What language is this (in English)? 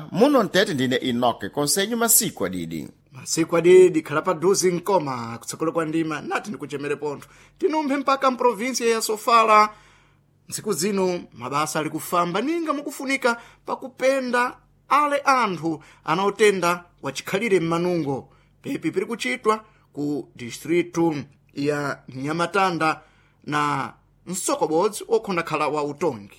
Sena